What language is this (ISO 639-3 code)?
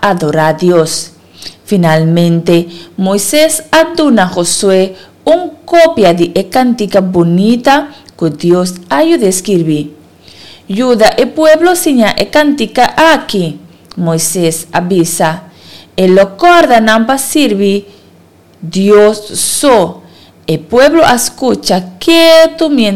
pap